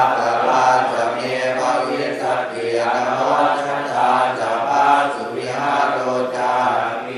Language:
Pali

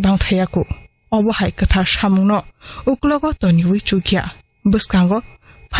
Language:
Kok Borok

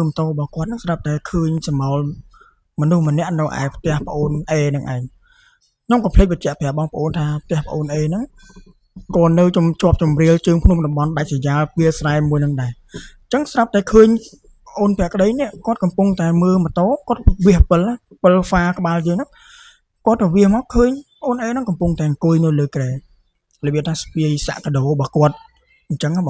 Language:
Khmer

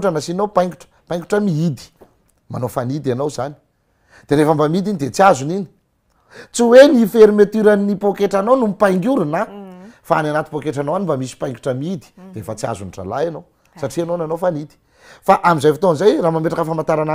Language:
Malagasy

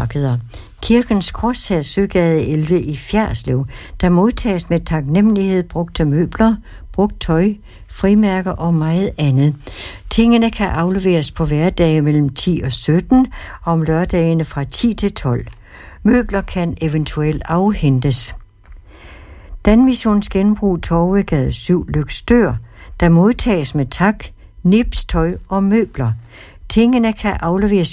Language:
Danish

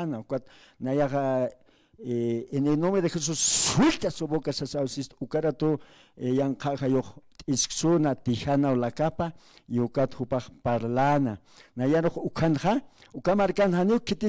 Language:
Aymara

